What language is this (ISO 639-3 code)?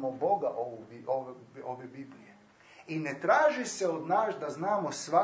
hrv